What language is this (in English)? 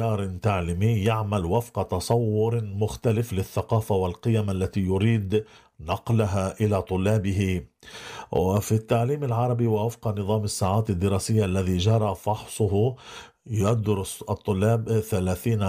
Arabic